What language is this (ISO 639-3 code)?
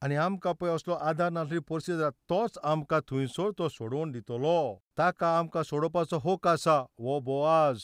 kok